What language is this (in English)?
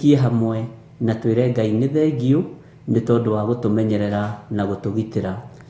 Kikuyu